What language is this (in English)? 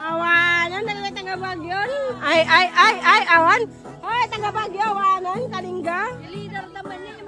Iloko